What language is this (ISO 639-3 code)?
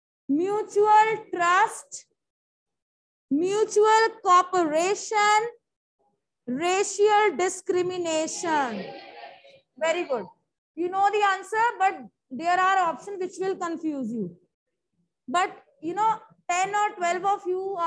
eng